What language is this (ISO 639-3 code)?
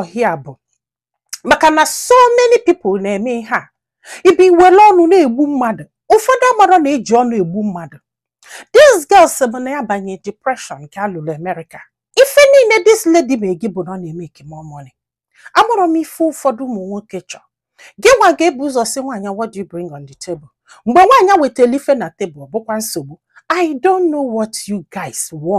ibo